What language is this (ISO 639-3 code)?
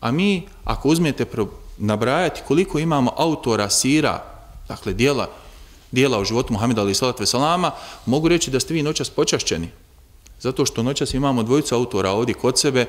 bos